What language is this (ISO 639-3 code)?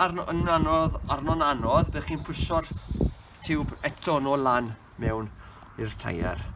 cym